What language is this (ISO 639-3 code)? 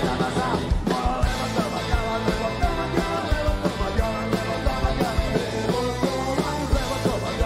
fin